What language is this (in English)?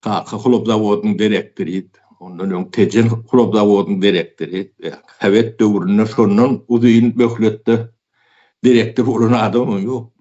Turkmen